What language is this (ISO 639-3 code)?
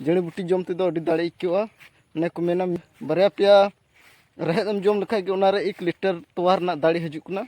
sat